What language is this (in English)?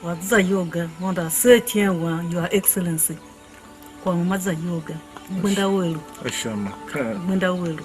Tiv